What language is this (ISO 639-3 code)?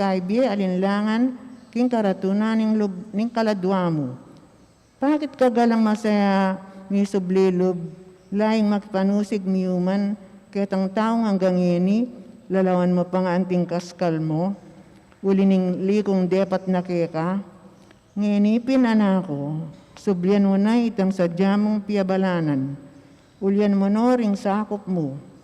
pam